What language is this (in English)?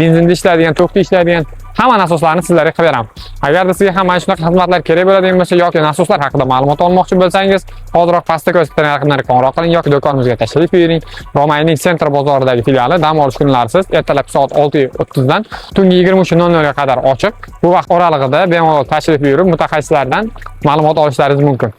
Uzbek